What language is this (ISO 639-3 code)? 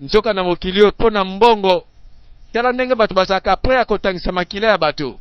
lin